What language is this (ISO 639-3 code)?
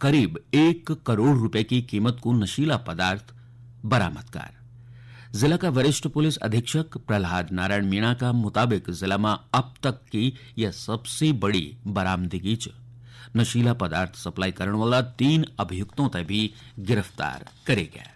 gbm